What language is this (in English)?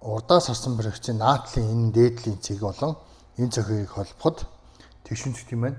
Mongolian